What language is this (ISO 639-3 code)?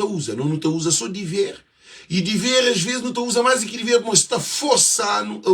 kea